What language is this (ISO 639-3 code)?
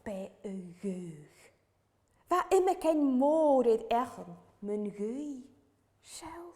gla